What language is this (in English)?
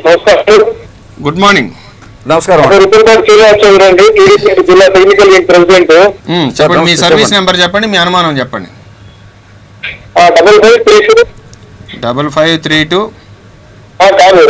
Telugu